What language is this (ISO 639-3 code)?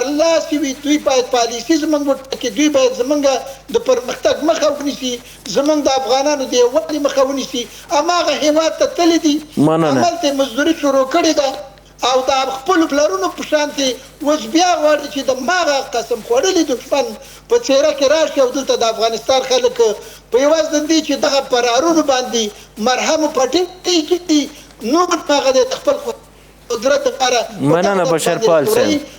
pus